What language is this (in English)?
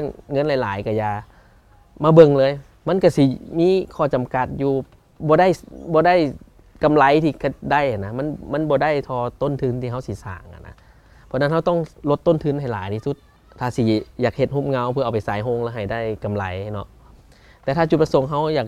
Lao